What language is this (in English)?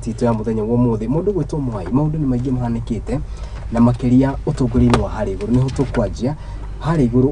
Kikuyu